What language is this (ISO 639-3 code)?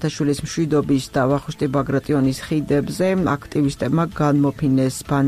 kat